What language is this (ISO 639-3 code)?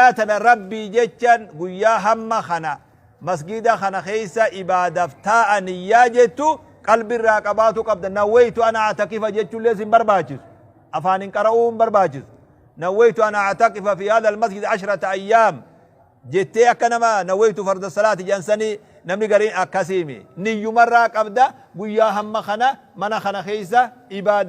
orm